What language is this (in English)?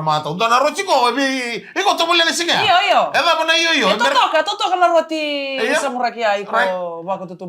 Fijian